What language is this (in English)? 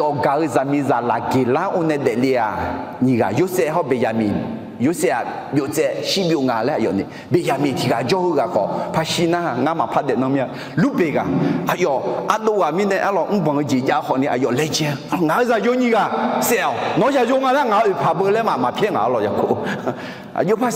Akha